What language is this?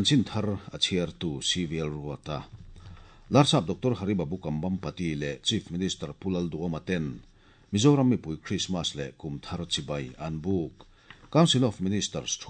Mizo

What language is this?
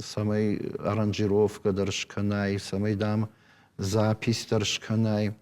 Ossetic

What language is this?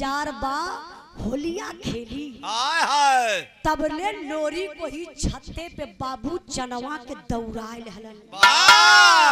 Bhojpuri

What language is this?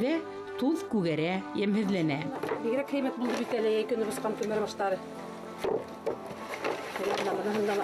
Bashkir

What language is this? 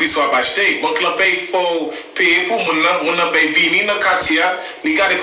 Haitian Creole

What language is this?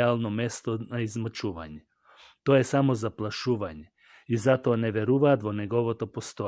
Macedonian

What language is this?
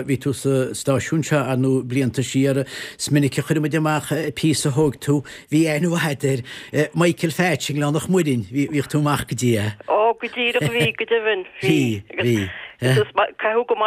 Irish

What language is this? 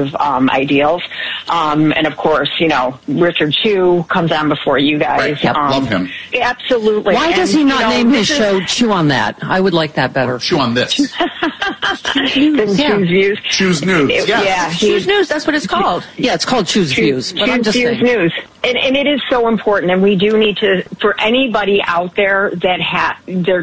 English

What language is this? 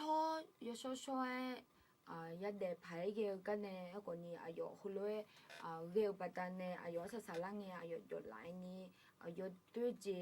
Akha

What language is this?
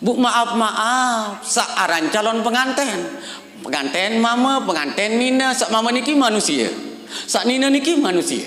Sasak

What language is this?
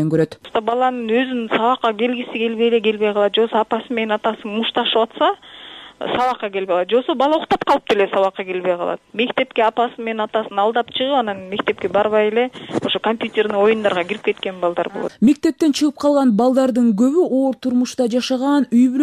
Kyrgyz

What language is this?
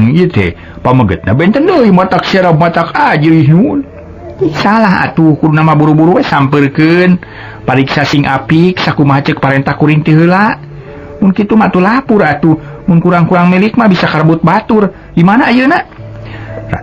Sundanese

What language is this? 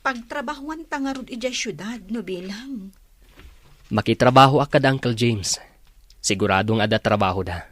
Iloko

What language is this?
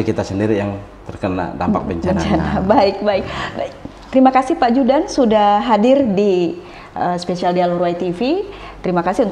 Indonesian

